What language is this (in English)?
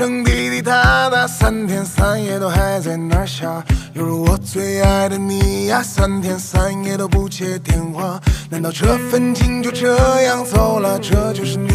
Chinese